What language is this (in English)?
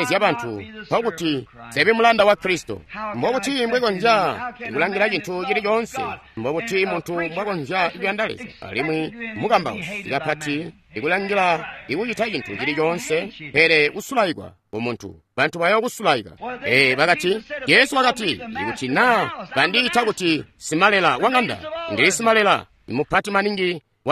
Tonga (Zambia)